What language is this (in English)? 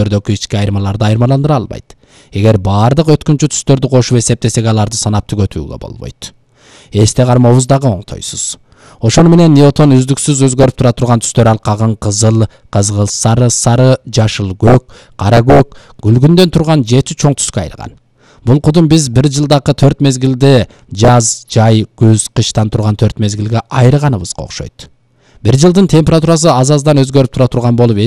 Kyrgyz